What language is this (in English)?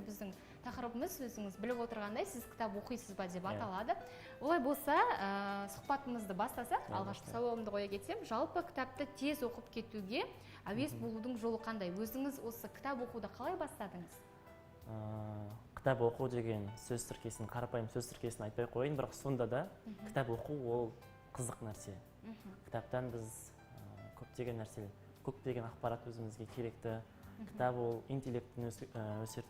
Kazakh